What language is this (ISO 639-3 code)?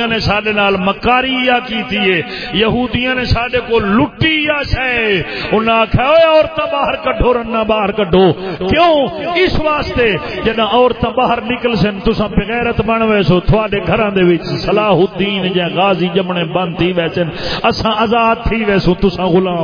skr